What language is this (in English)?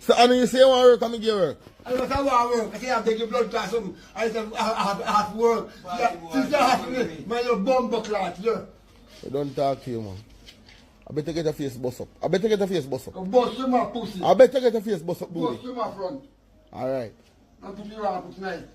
Jamaican Creole English